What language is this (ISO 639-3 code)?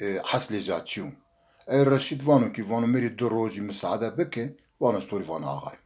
zza